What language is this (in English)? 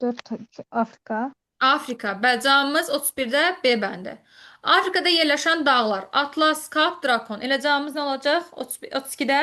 Azerbaijani